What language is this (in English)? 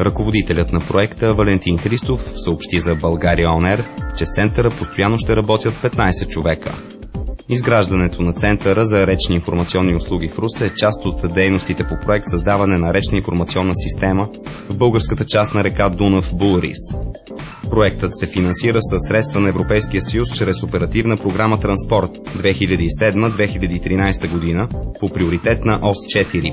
Bulgarian